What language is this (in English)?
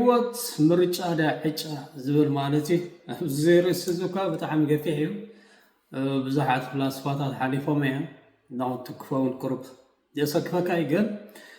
Tigrinya